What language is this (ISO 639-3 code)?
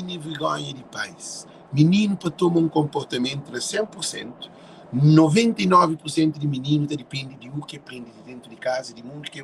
kea